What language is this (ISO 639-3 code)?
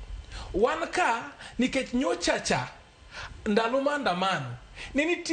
luo